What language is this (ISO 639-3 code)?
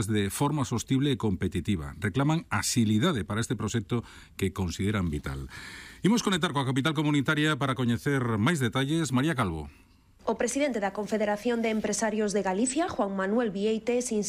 glg